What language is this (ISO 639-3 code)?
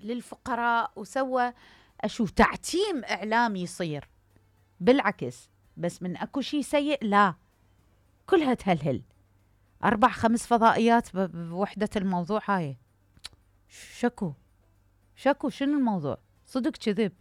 acm